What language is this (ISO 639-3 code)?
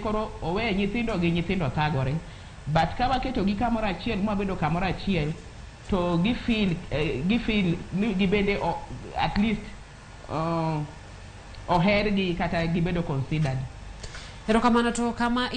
luo